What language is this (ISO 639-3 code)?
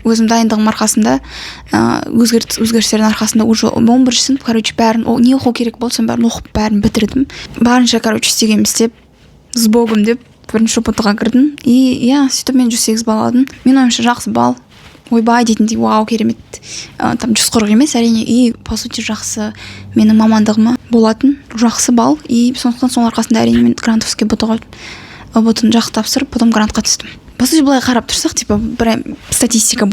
kaz